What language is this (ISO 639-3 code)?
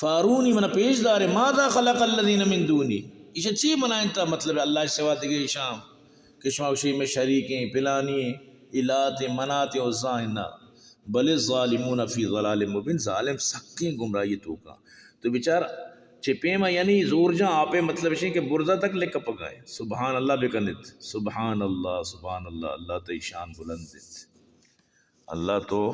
bal